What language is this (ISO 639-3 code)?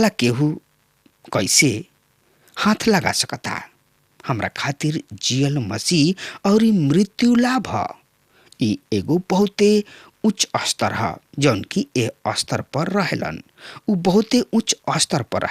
bho